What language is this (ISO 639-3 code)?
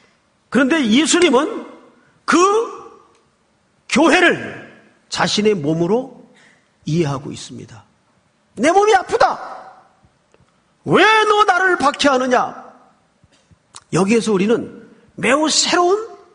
kor